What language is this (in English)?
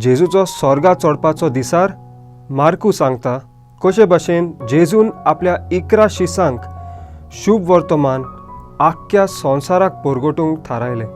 Konkani